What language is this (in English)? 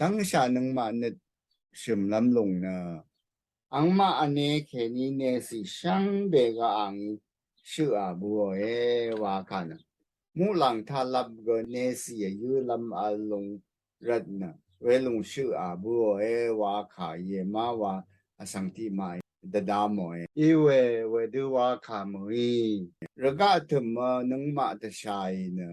Rawang